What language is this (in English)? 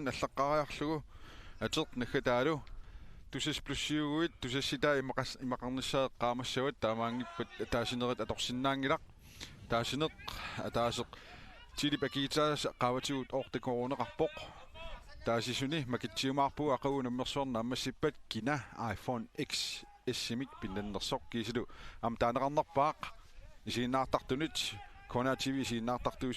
Kalaallisut